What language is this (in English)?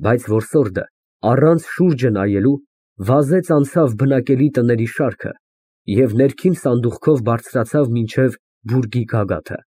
Armenian